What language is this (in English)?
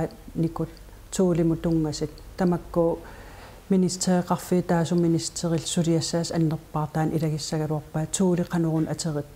Kalaallisut